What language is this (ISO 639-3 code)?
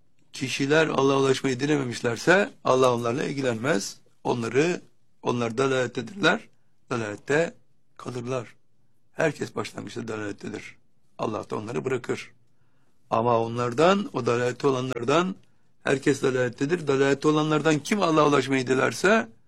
tur